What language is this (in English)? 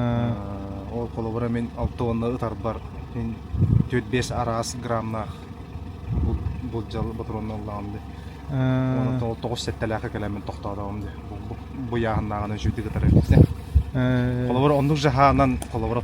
Yakut